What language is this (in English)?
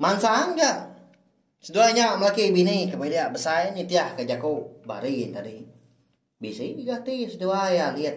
Iban